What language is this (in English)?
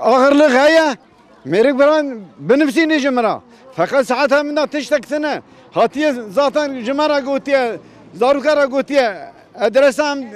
Kurdish